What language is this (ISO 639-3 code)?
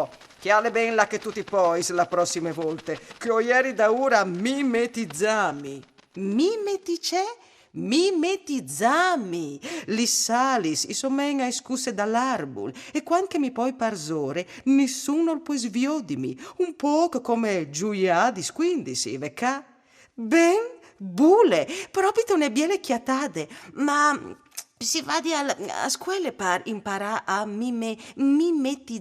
fur